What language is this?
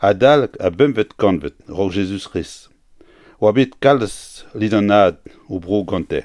Breton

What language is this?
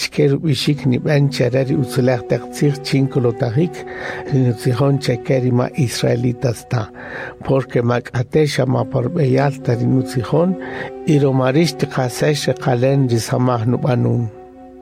Kaqchikel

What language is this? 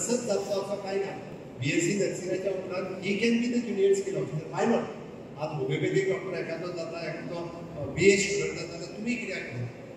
Konkani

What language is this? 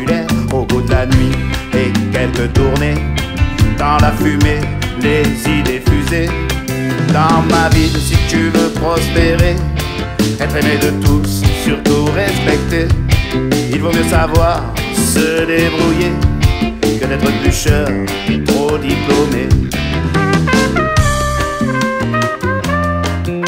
French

